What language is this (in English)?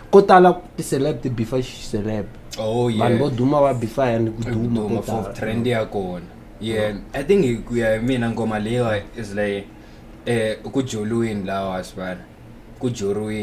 Tsonga